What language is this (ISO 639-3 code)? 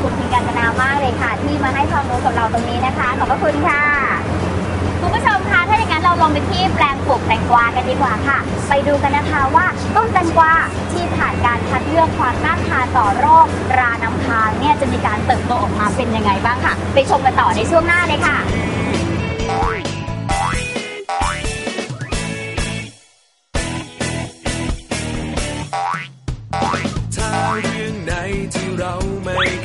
tha